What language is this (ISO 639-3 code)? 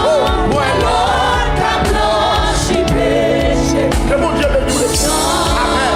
hat